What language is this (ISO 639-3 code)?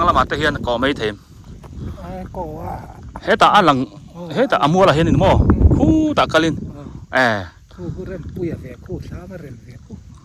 biu